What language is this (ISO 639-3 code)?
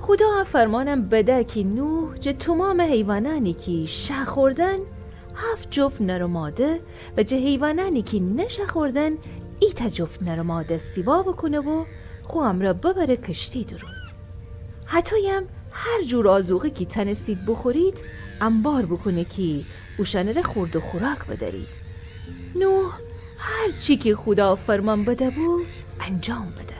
glk